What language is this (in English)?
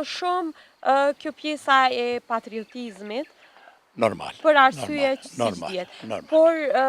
Albanian